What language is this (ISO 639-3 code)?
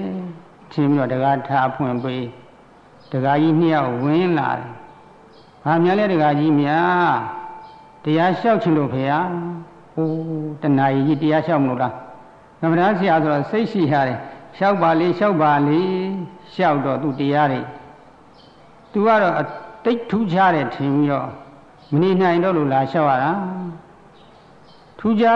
mya